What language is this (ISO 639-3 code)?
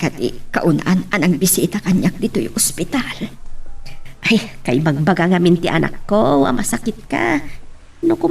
ilo